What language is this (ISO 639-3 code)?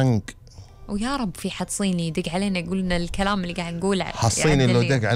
afb